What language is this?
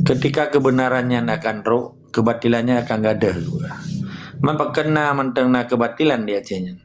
Achinese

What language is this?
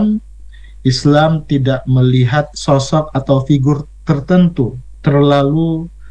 Indonesian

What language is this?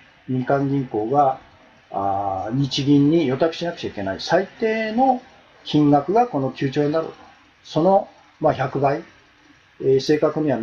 Japanese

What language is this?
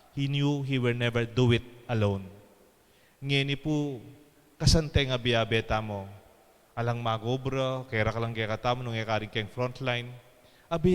Pampanga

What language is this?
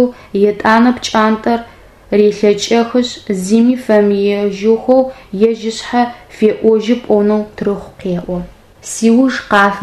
Adyghe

